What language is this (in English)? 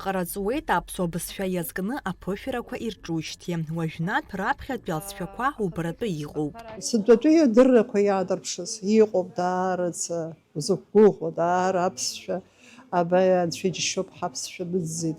Abkhazian